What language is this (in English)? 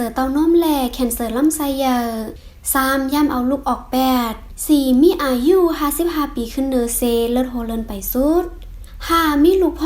Shan